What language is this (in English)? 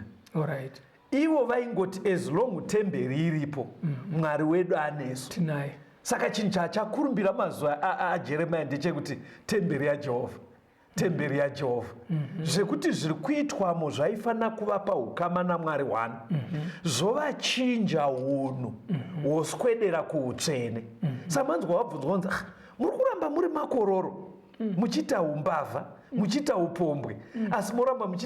Shona